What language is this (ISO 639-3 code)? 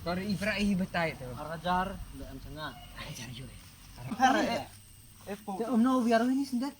kha